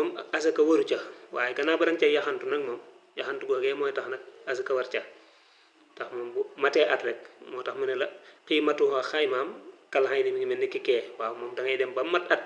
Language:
Wolof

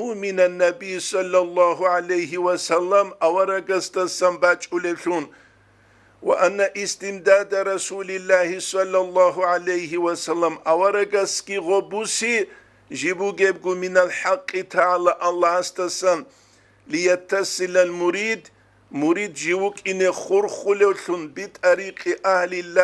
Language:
Avaric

